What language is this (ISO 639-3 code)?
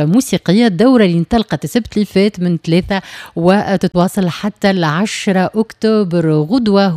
aeb